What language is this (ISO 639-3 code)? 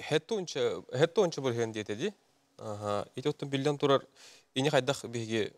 sah